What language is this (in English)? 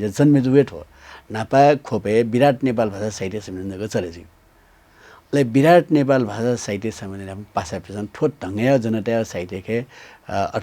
Newari